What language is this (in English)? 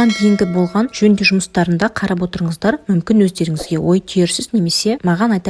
Kazakh